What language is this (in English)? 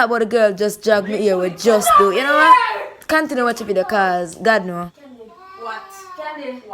Jamaican Creole English